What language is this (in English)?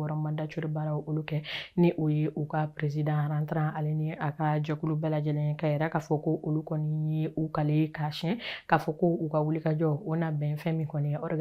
Bambara